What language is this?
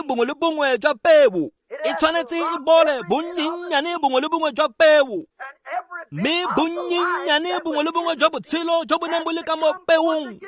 Tswana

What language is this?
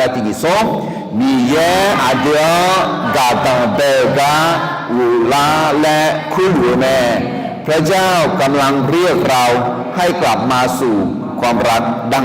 Akha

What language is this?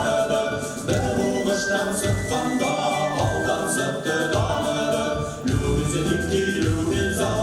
Bashkir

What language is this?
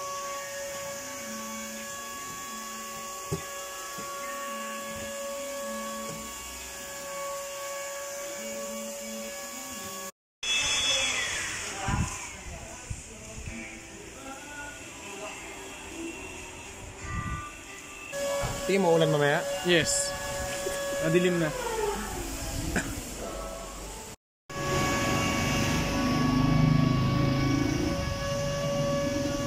Filipino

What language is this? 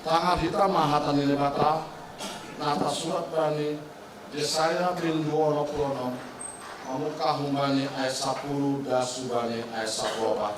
Batak Simalungun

